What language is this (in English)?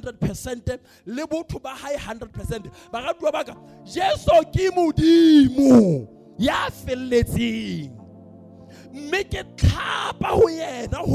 Southern Sotho